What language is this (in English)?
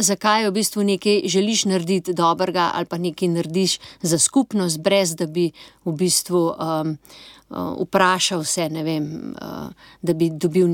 Slovenian